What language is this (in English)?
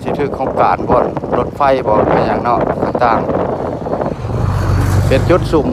Lao